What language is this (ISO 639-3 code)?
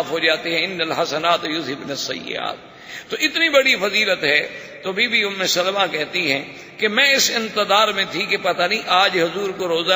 urd